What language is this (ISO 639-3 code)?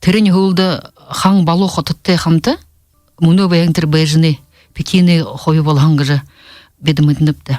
bua